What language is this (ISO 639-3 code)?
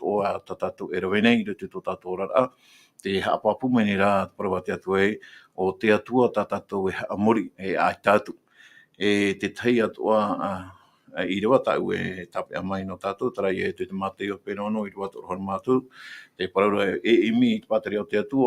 tah